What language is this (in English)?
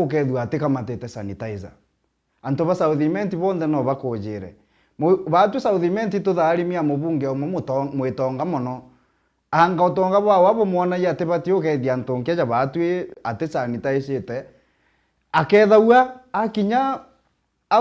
Meru